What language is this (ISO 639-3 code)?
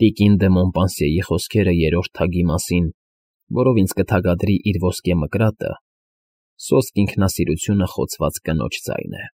hye